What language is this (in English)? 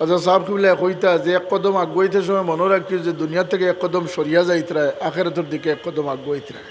Sylheti